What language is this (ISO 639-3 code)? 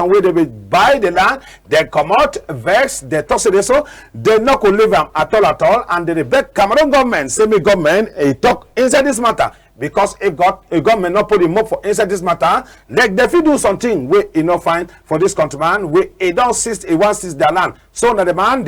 wes